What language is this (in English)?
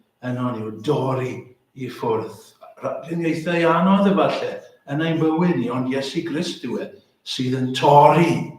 Welsh